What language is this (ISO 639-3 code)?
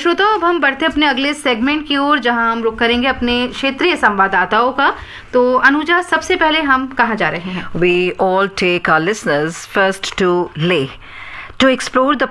hin